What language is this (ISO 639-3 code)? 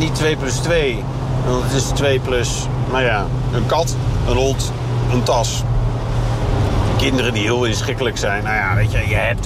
nld